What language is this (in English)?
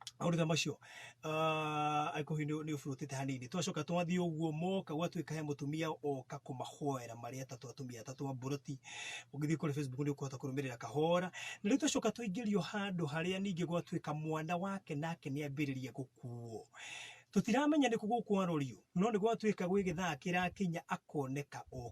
Kikuyu